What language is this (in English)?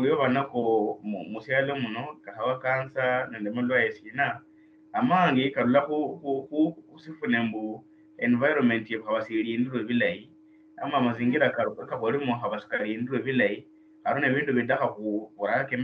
Luyia